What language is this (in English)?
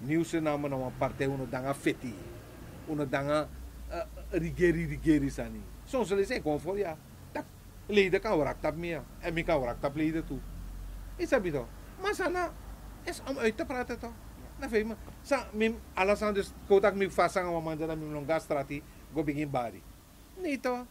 Sranan Tongo